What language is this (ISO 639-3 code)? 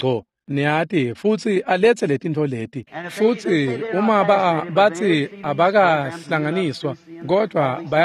ssw